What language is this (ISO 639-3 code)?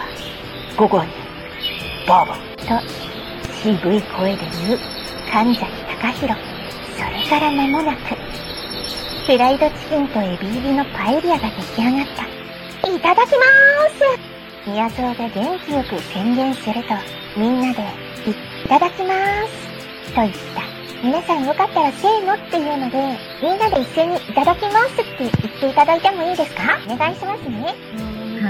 jpn